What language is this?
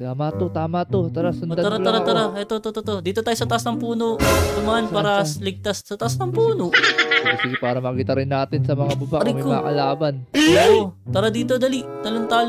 Filipino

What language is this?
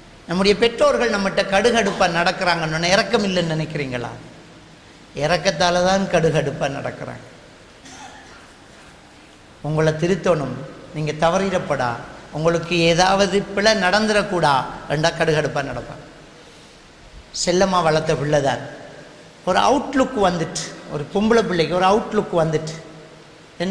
Tamil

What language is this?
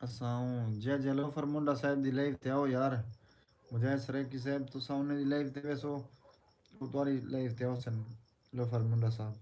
Saraiki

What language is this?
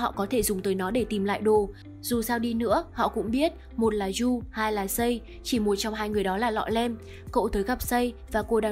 Vietnamese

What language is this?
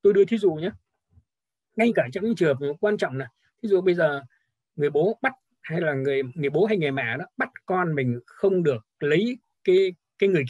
Vietnamese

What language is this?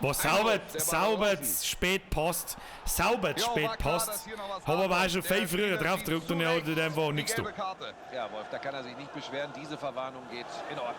Bavarian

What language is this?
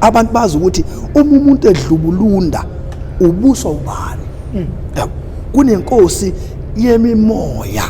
Zulu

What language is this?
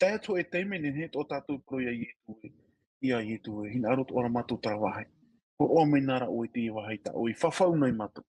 Tahitian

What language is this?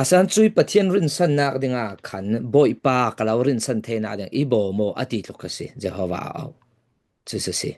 Falam Chin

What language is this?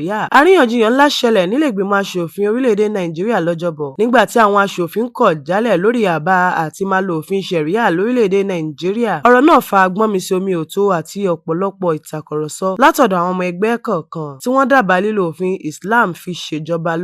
Yoruba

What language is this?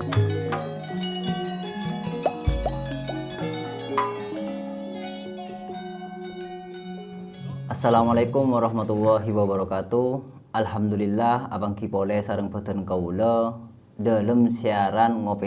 Madurese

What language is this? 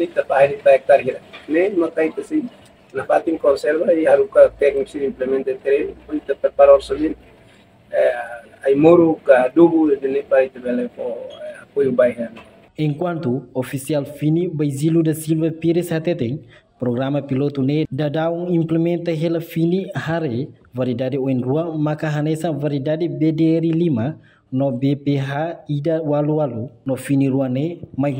Tetum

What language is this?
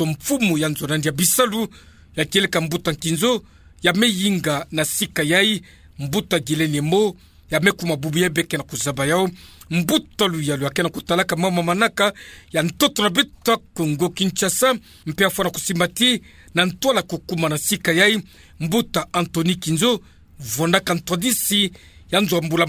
Kituba (Democratic Republic of Congo)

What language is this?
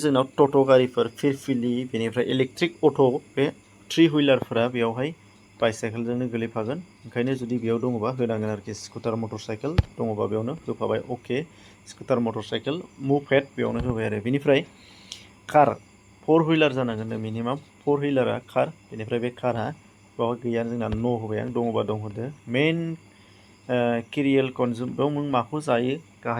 Bodo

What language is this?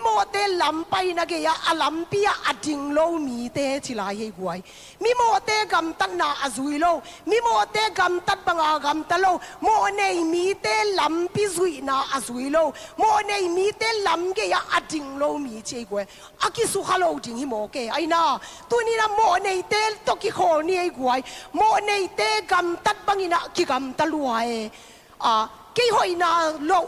Tedim Chin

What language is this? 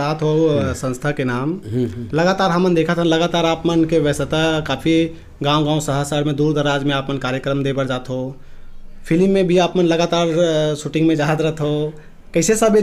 Chhattisgarhi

